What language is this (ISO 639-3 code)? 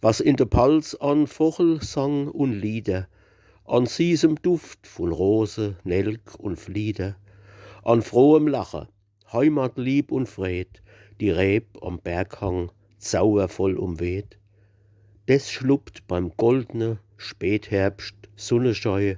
pfl